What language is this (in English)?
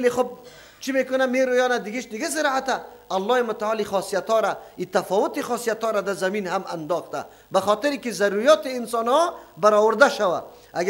Persian